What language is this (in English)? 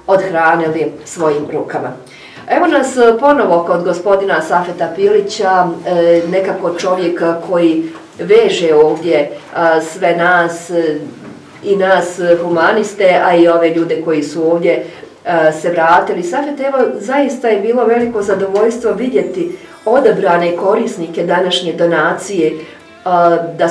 Bosnian